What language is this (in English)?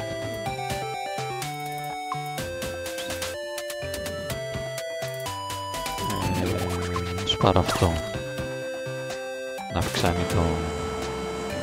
Greek